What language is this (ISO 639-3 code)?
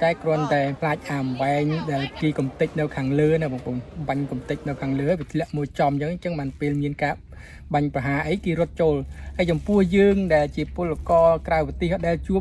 khm